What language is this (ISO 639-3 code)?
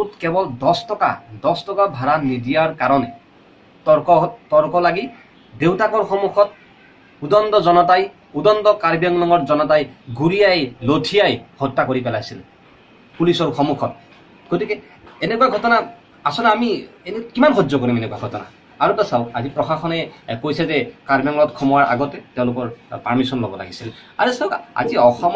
asm